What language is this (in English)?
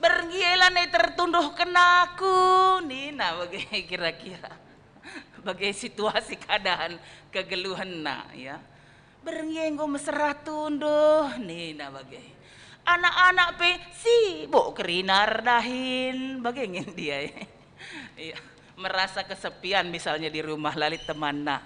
Batak Karo